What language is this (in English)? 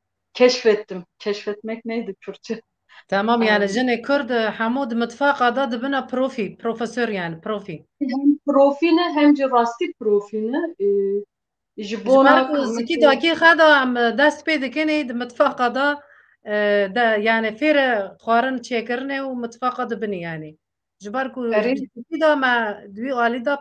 Kurdish